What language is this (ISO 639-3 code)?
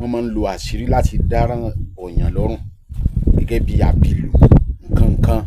yor